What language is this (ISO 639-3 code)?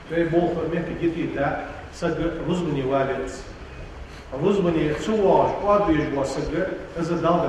inh